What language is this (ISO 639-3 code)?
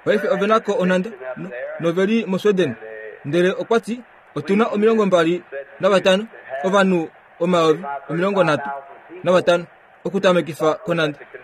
kua